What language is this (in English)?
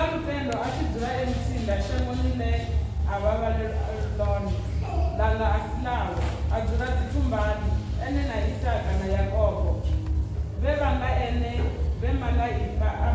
Venda